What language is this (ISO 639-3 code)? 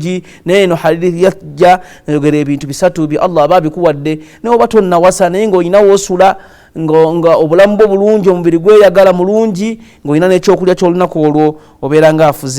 lug